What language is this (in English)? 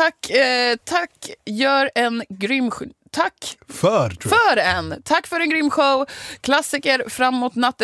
Swedish